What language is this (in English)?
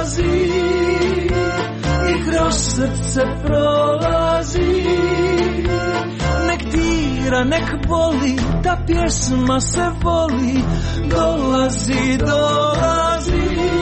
Croatian